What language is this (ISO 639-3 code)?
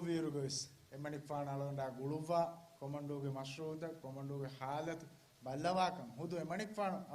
div